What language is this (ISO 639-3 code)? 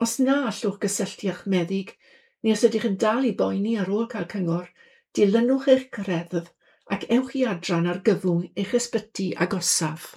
cym